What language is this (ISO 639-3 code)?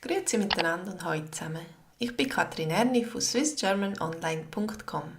gsw